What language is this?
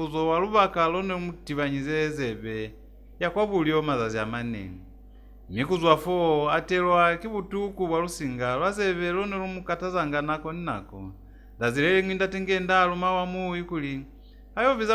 Lozi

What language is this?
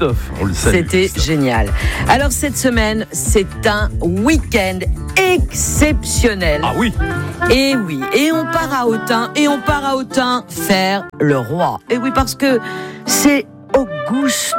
French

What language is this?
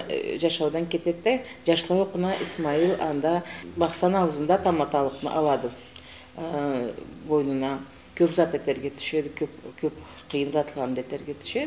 Karachay-Balkar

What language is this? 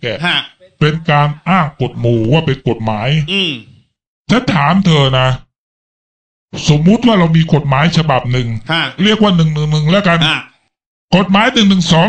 Thai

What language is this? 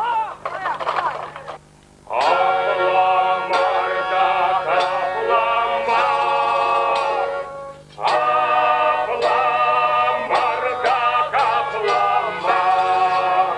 Chuvash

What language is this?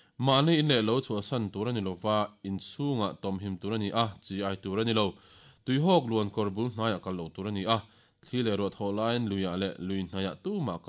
Mizo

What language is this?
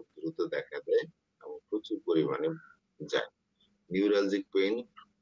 Bangla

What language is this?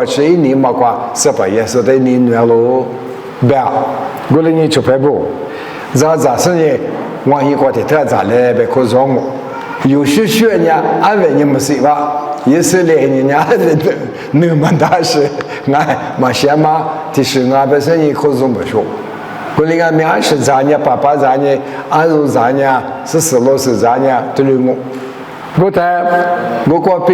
Lisu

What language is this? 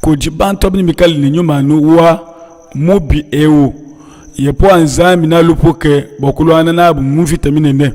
Luba-Lulua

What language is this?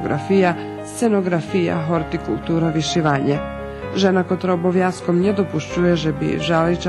Rusyn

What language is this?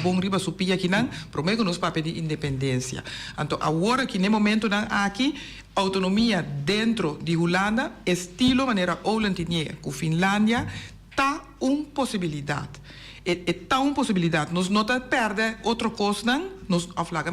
Papiamento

